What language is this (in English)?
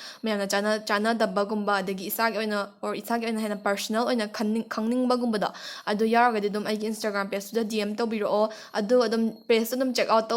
Manipuri